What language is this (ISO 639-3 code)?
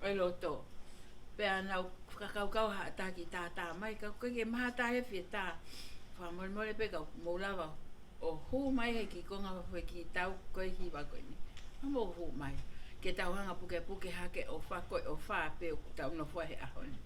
ton